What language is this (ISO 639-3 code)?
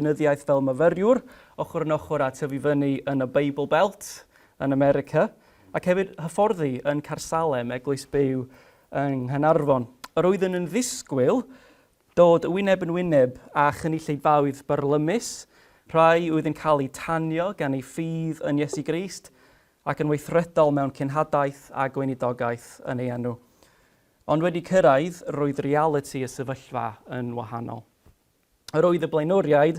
cym